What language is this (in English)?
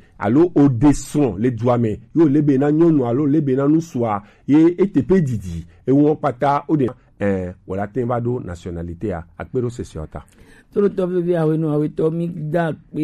Gen